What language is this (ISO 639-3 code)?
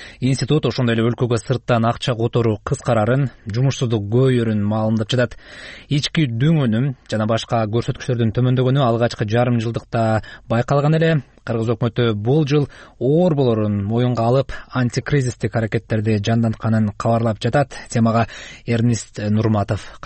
kir